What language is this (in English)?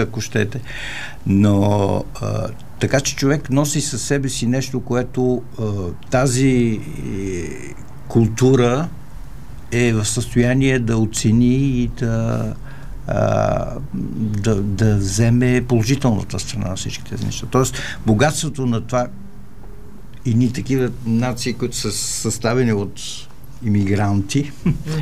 Bulgarian